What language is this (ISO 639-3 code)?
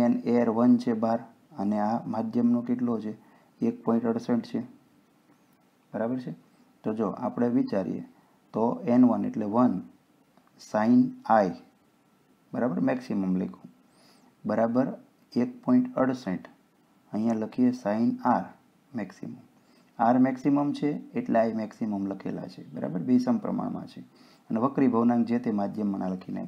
guj